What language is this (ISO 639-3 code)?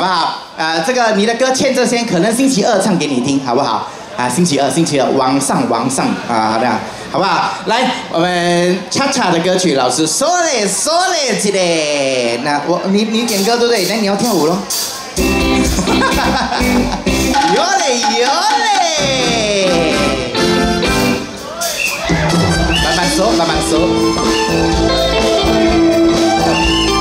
zho